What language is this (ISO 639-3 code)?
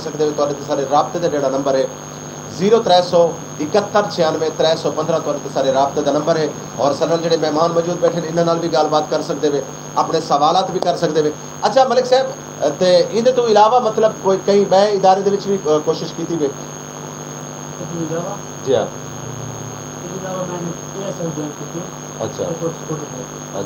skr